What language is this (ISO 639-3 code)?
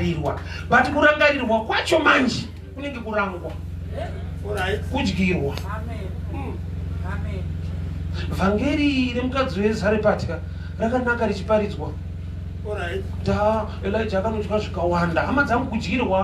sna